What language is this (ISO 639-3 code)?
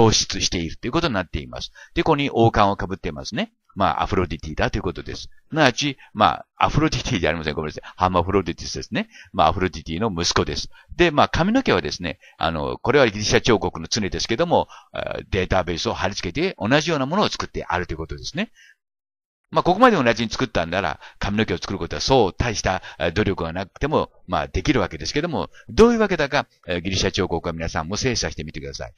jpn